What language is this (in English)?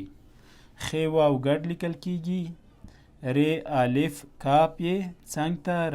Pashto